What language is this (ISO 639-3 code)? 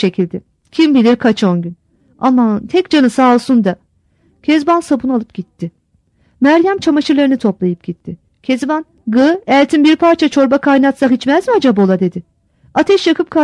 tur